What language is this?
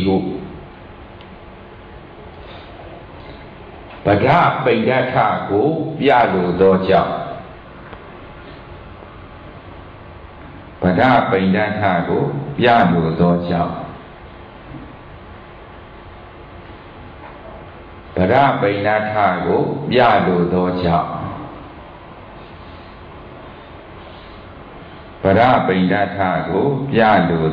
Burmese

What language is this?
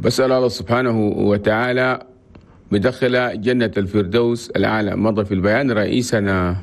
Chadian Arabic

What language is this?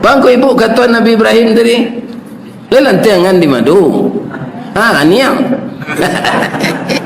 Minangkabau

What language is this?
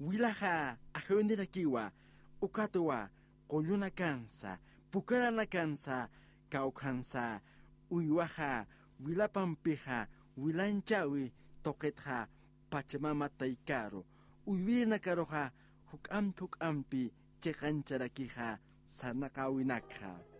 Aymara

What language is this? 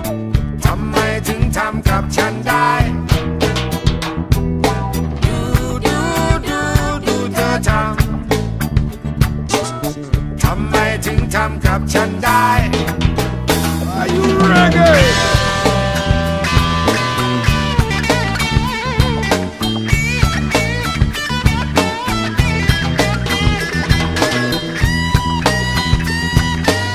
Thai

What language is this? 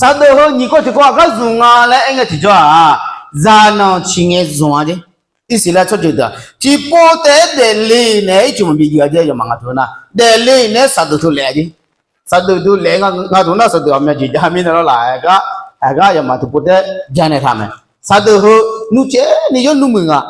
Akha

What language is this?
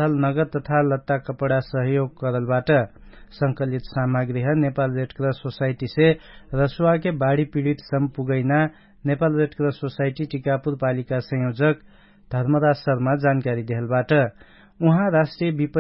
Dangaura Tharu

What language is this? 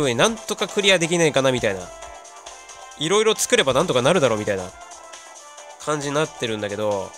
Japanese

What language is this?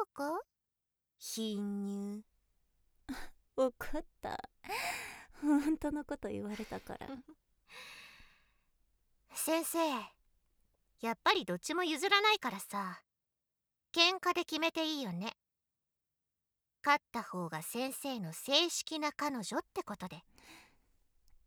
Japanese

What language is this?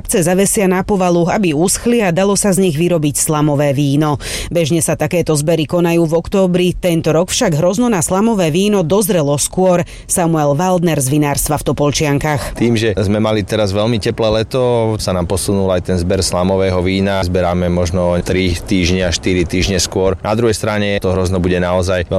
Slovak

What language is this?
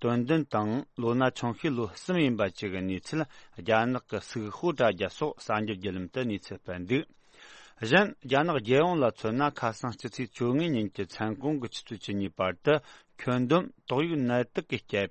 Tibetan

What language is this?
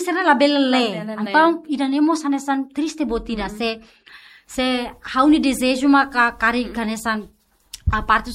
Tetum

